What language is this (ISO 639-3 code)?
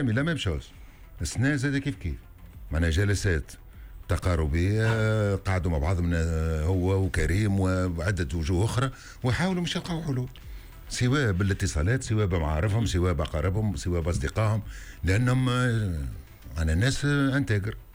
aeb